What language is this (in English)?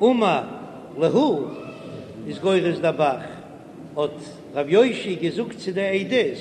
Yiddish